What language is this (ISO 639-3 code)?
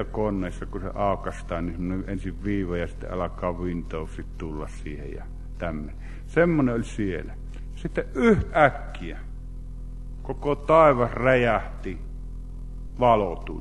fin